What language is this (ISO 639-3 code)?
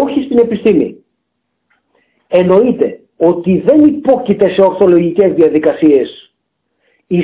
ell